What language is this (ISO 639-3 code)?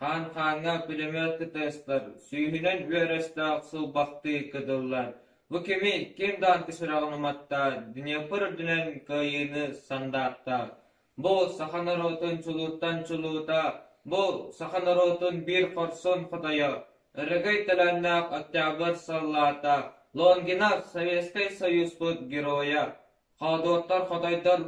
sah